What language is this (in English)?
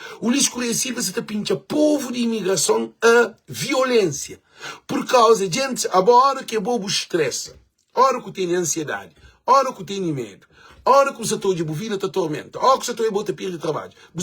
Kabuverdianu